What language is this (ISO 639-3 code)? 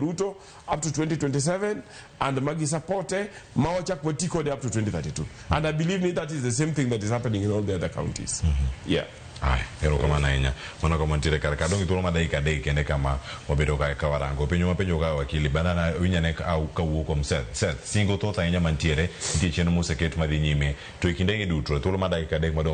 luo